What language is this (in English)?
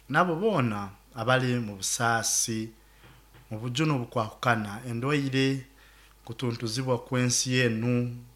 Nyoro